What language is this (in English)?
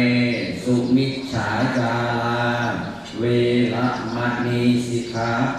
Pali